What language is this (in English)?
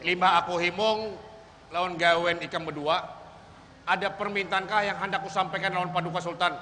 Banjar